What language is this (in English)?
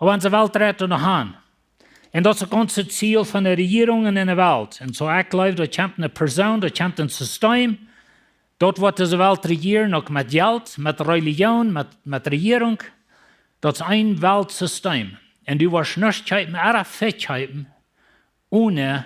Plautdietsch